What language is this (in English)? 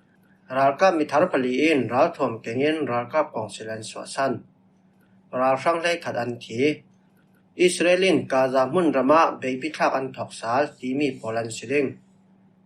Falam Chin